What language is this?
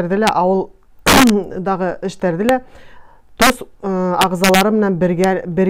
Bashkir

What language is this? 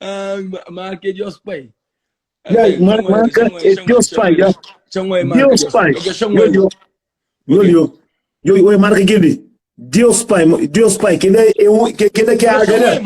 Kabuverdianu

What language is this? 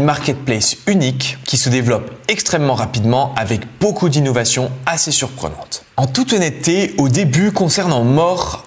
French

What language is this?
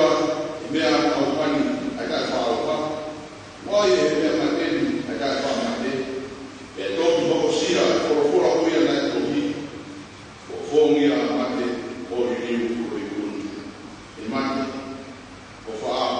Tongan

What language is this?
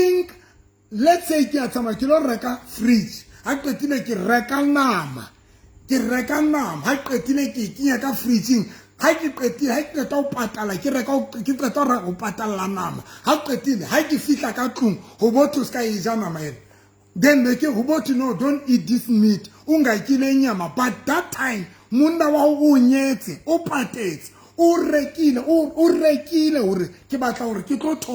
Southern Sotho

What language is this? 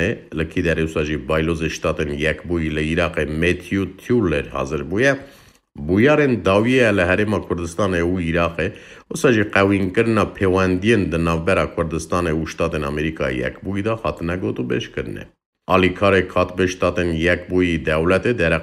Kurdish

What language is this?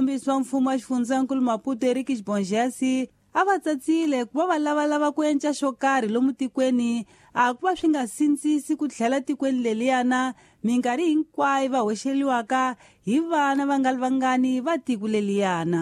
Tsonga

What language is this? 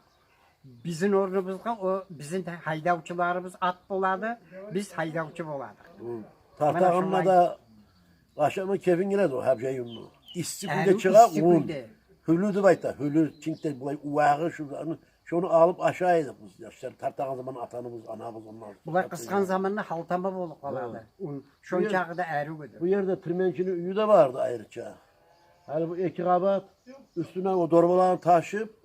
Kumyk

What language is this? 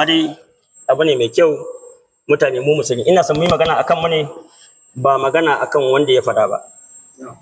Hausa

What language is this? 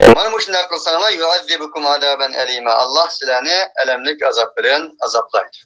Uyghur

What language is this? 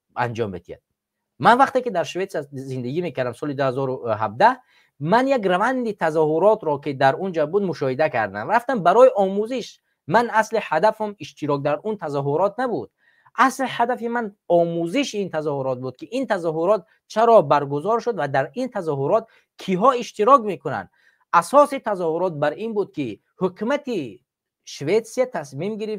Tajik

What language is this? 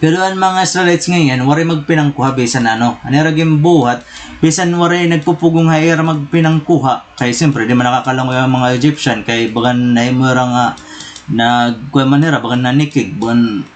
Waray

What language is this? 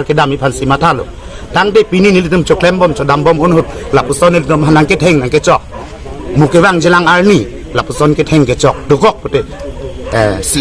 Karbi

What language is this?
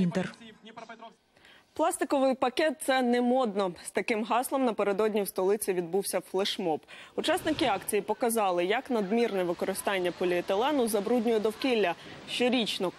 Ukrainian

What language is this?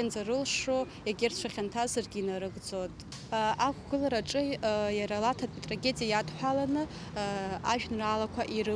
Abkhazian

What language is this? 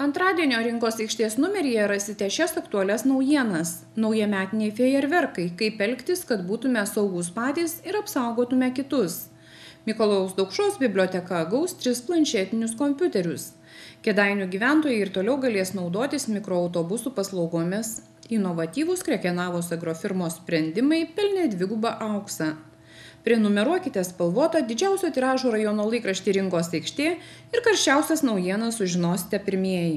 Lithuanian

